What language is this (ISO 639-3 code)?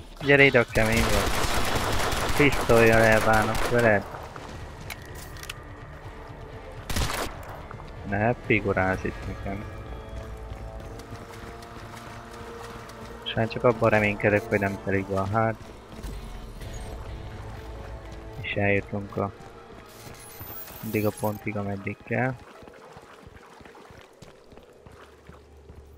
hun